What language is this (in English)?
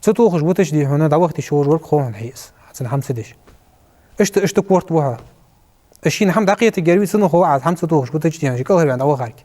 Ingush